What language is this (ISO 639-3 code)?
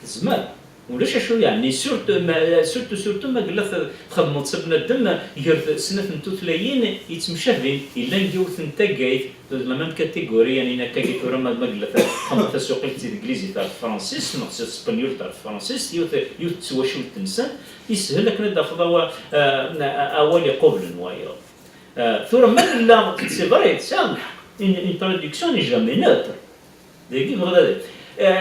kab